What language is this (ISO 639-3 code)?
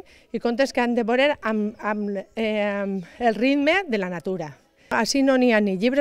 cat